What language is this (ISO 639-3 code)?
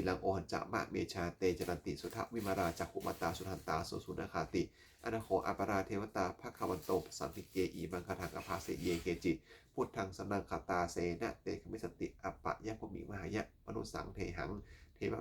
pli